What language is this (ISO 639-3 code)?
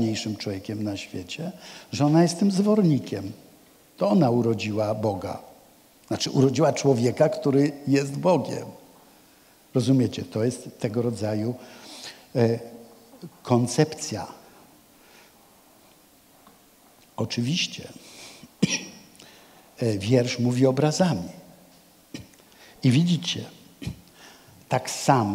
pol